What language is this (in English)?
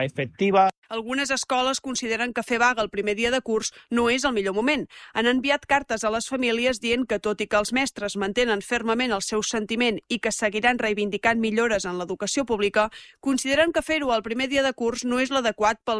Catalan